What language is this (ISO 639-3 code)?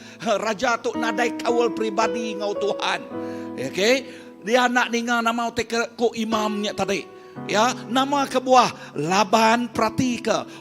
iba